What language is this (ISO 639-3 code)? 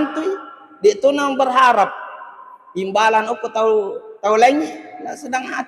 bug